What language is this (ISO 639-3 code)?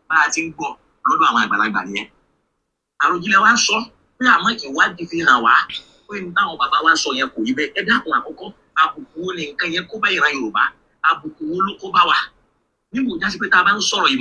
yor